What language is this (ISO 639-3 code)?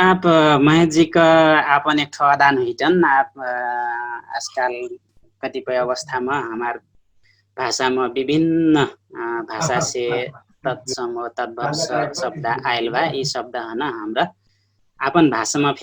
thl